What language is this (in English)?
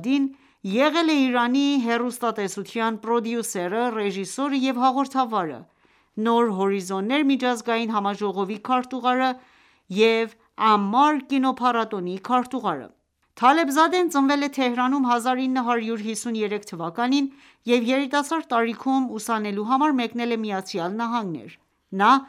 Armenian